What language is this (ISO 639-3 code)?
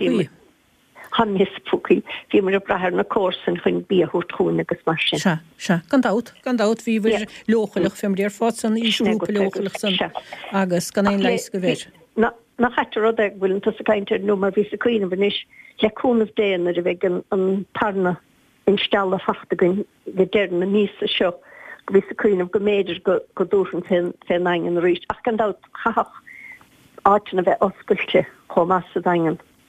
gle